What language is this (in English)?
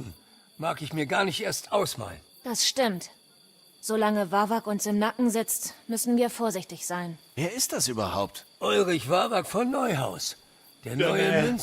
Bavarian